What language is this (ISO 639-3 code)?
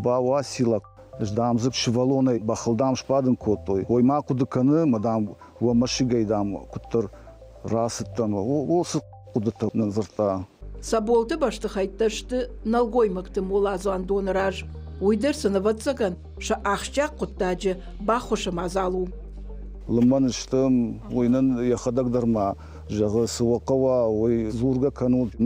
oss